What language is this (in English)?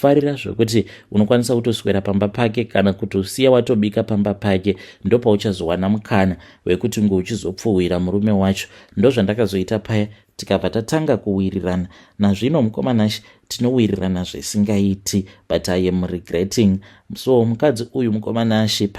Shona